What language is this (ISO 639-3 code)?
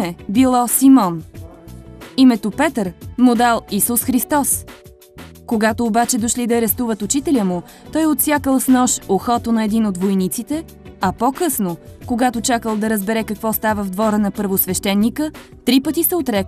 bul